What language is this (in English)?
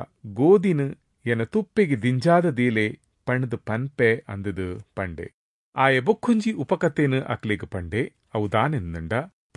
Tulu